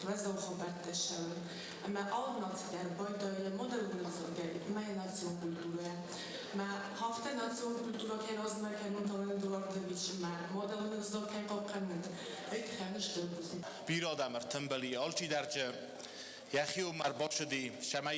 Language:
Ossetic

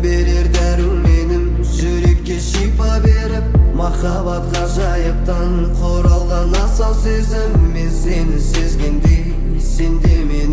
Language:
Kazakh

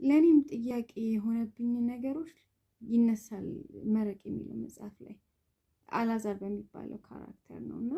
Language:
Amharic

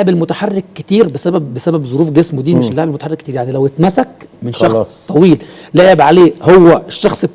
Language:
Egyptian Arabic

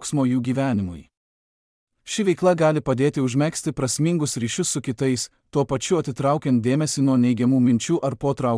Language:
Lithuanian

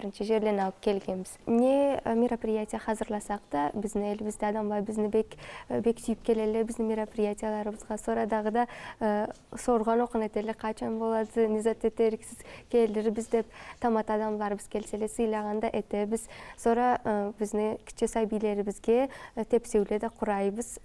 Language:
Karachay-Balkar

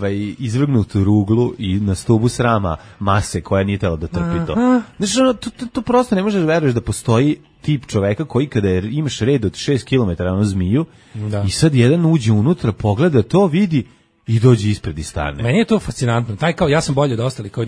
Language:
Serbian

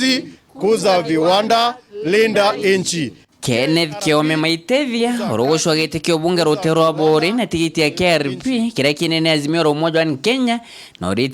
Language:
Meru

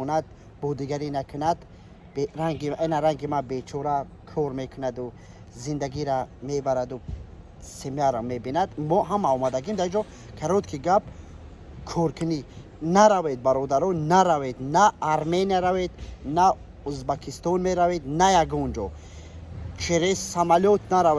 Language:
Tajik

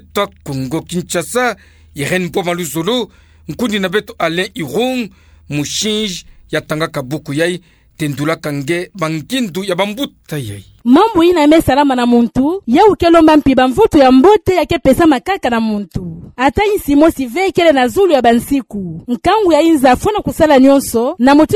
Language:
Kituba (Democratic Republic of Congo)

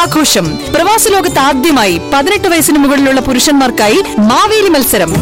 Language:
Malayalam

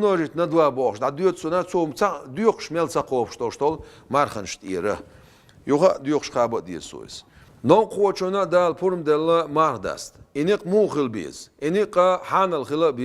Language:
Chechen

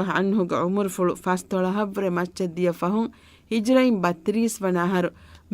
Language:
Divehi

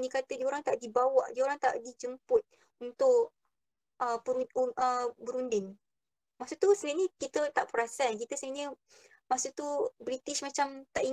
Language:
Malay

